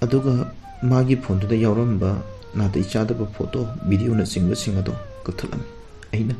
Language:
Manipuri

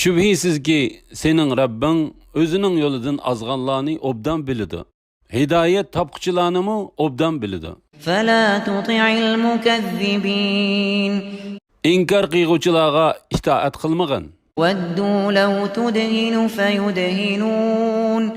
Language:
Uyghur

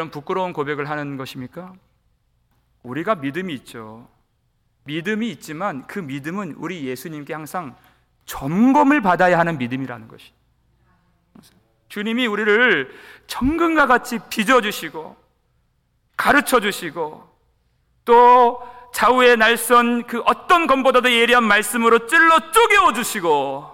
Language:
Korean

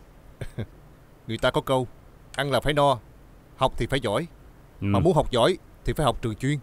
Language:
Vietnamese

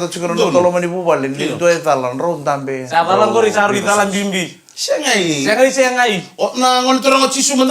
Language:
Fijian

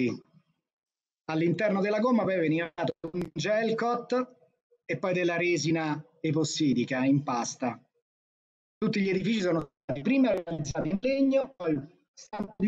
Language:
Italian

